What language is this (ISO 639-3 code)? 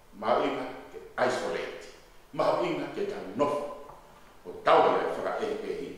ton